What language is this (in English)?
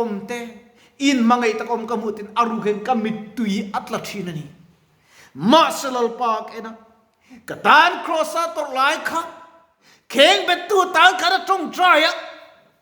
Mizo